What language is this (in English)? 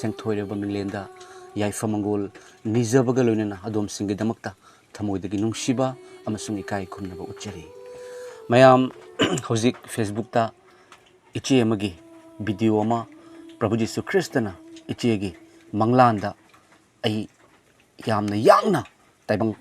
Manipuri